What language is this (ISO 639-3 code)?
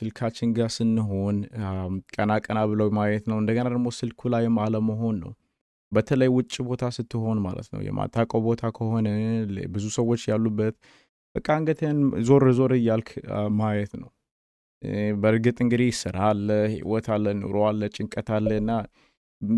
amh